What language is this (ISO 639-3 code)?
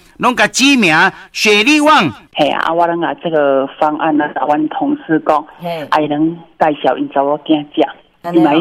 nan